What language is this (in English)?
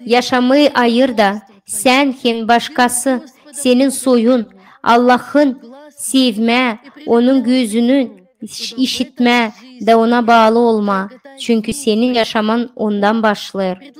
Gagauz